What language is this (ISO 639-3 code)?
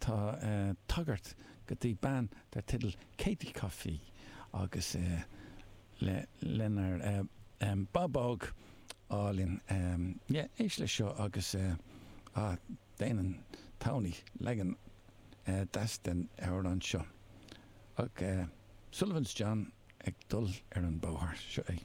gle